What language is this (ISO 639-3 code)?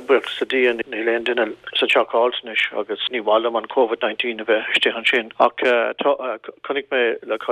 gle